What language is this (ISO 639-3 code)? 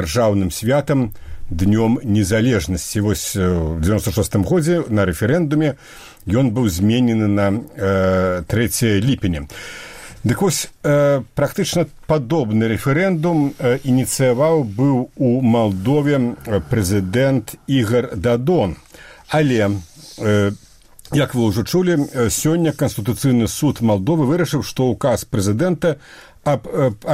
bel